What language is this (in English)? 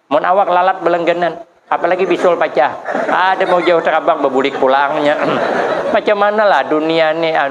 Banjar